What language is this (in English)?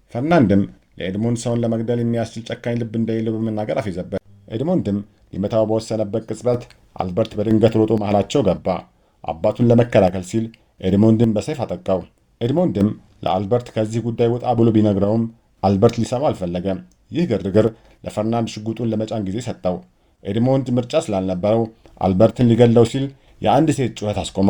Amharic